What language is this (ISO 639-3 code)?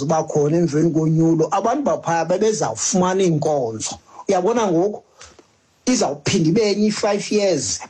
xho